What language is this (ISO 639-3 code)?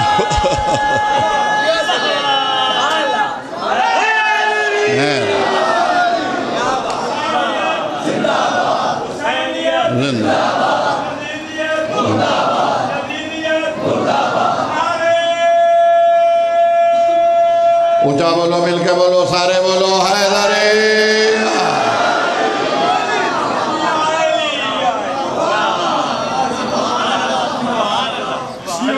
urd